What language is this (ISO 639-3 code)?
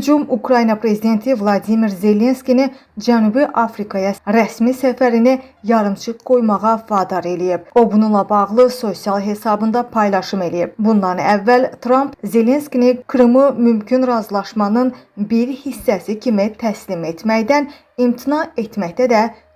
aze